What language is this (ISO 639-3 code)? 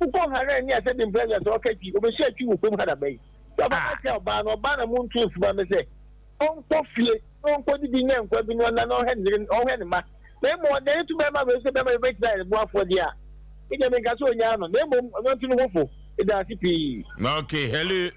aka